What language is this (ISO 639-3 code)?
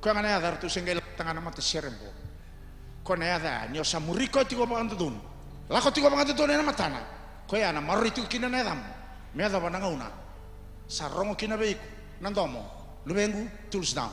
fij